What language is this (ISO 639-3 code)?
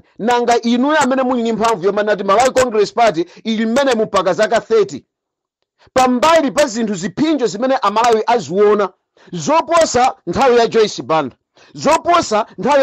nya